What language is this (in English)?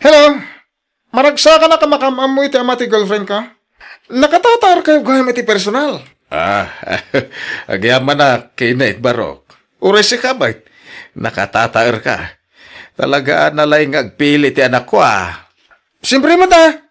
Iloko